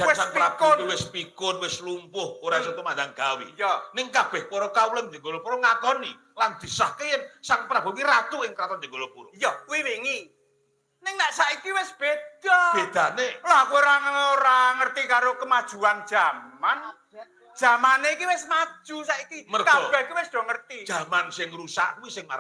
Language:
Javanese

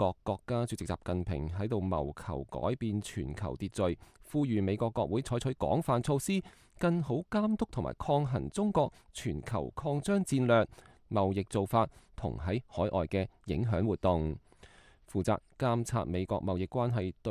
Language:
Cantonese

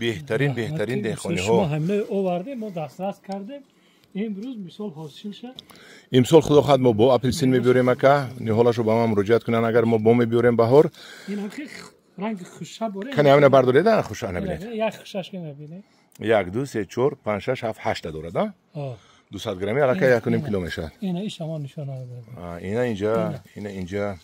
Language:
Tajik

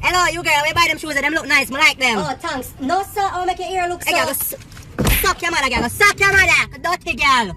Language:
Jamaican Creole English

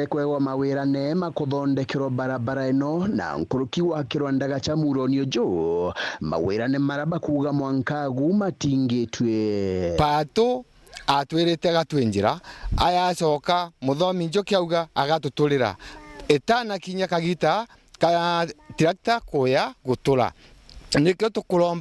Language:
Meru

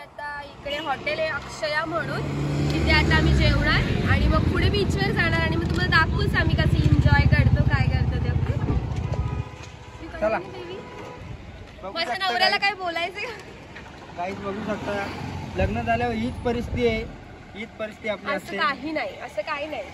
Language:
Marathi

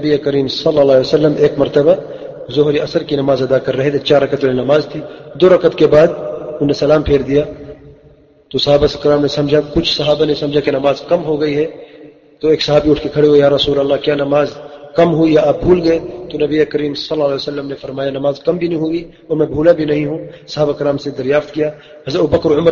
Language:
Urdu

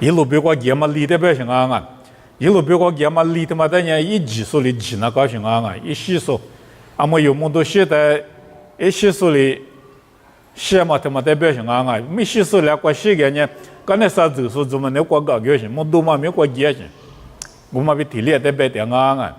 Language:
Lisu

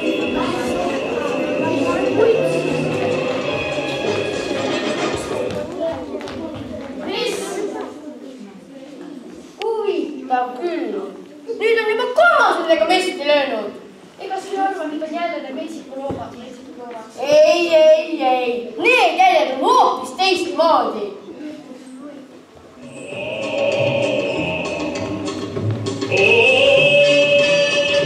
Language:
Estonian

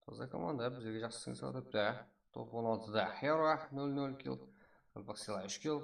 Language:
Kara-Kalpak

